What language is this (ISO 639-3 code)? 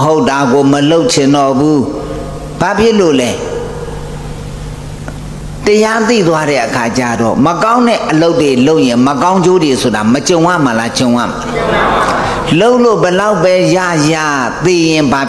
mya